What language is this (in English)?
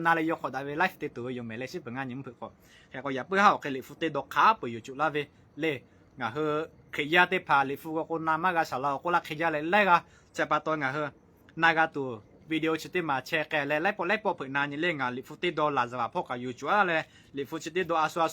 Lahu